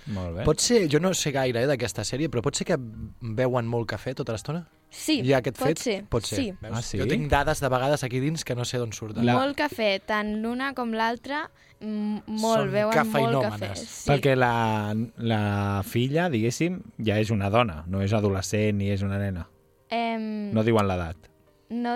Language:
Catalan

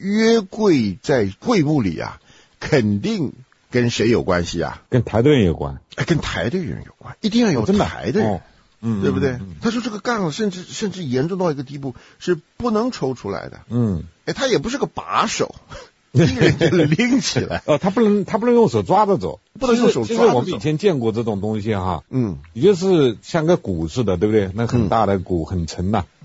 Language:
Chinese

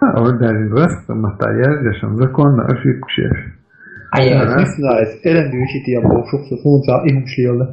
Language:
Chechen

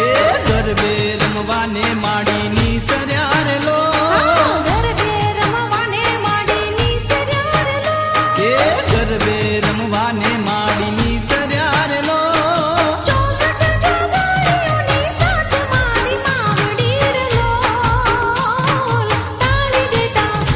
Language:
Gujarati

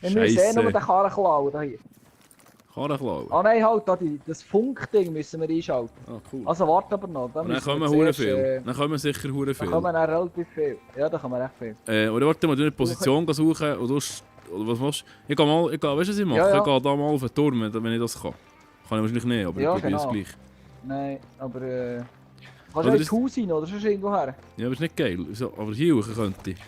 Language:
Swiss German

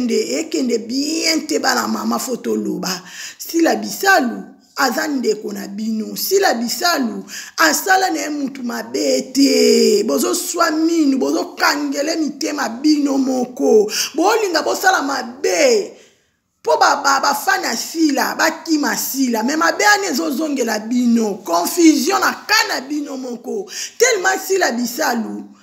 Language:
Lingala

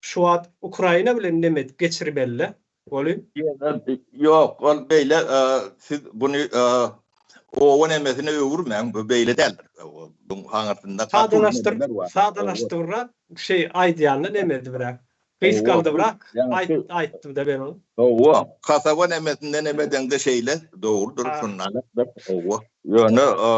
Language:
Turkmen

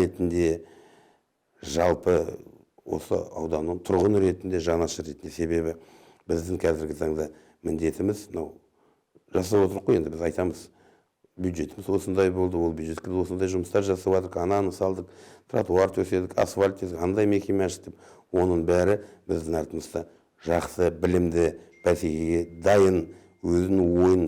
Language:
Kazakh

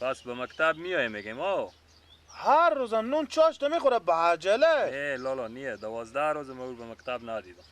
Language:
Persian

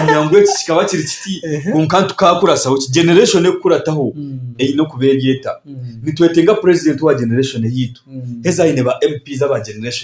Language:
Nyankole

